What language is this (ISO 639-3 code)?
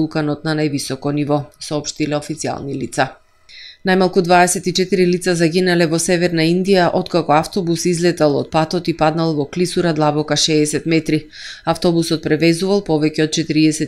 mkd